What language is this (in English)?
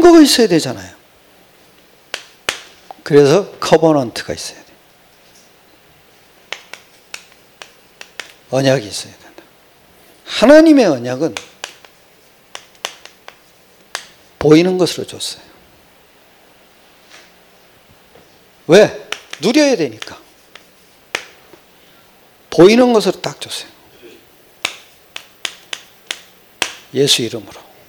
Korean